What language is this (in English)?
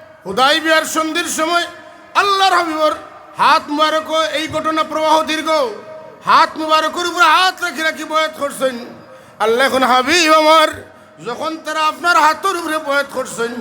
Sylheti